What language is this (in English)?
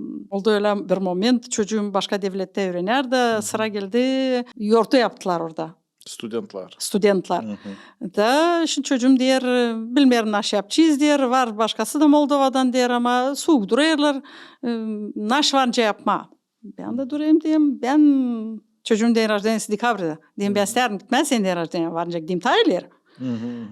Gagauz